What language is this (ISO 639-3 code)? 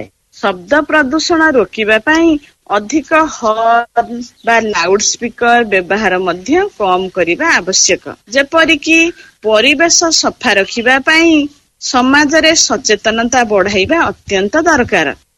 ori